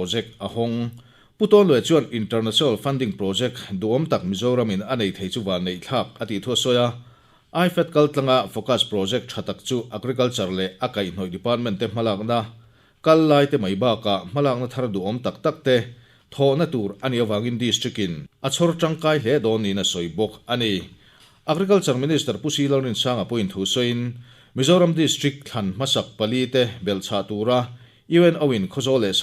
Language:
Mizo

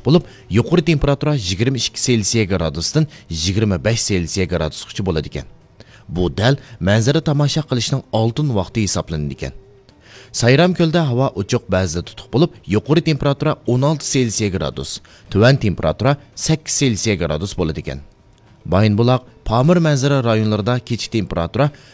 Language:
Uyghur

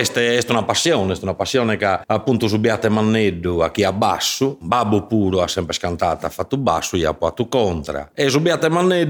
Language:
Sardinian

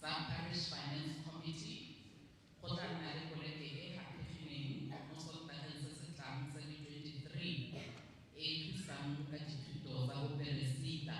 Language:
Tswana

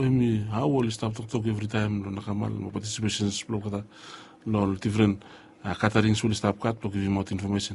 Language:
Bislama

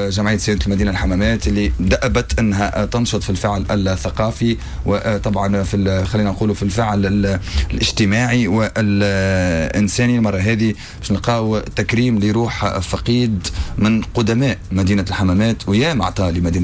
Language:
Tunisian Arabic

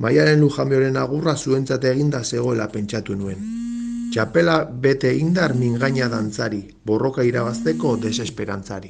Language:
Basque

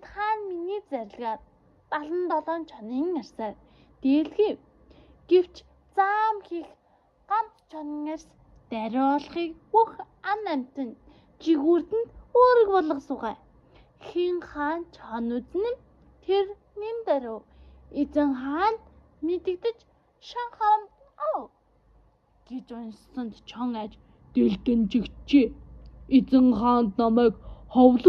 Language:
Mongolian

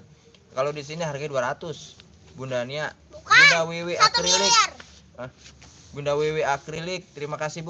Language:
Betawi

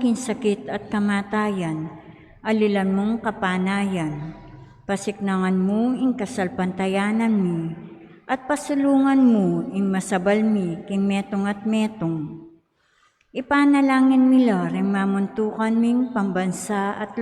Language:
Pampanga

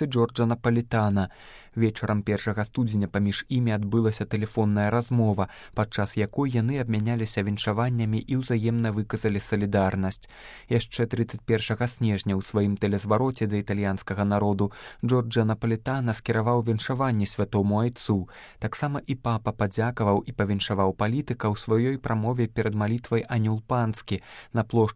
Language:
Belarusian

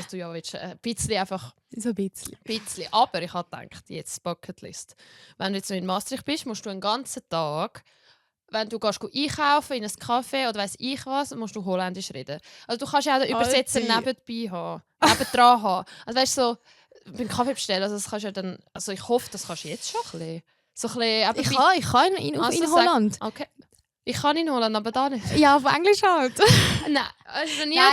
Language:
Swiss German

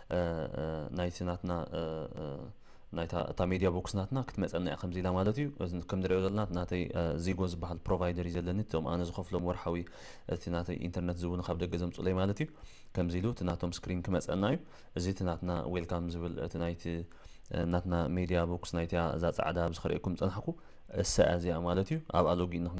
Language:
Tigrinya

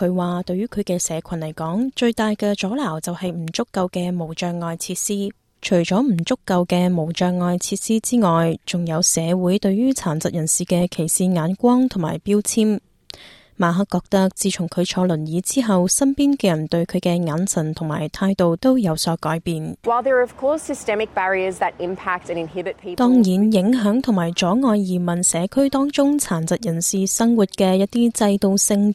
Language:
Cantonese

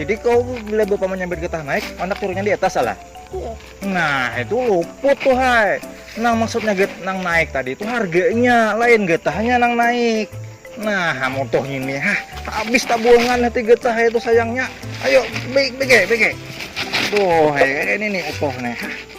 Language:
Banjar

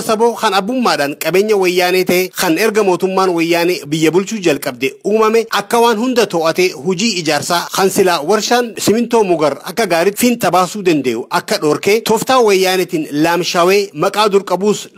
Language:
Oromo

